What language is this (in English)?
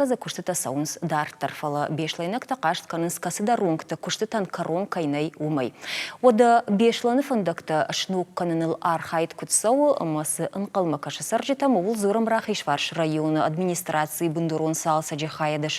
Ossetic